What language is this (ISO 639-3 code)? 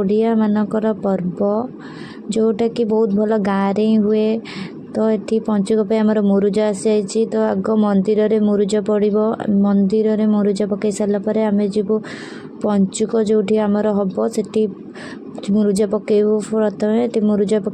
ori